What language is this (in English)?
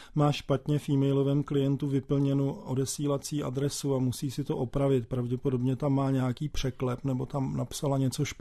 Czech